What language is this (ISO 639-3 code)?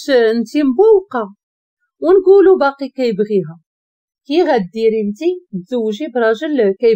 ary